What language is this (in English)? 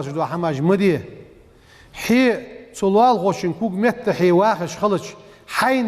Ingush